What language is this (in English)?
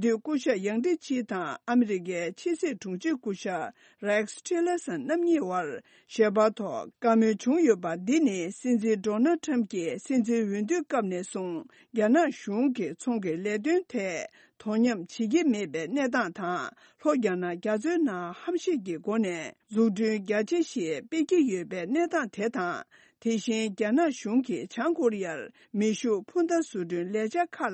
Tibetan